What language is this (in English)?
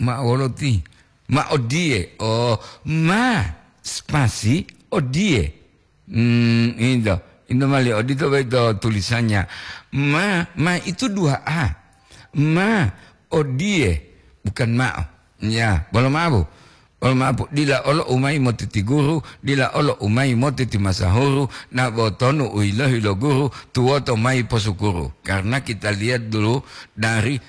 Gorontalo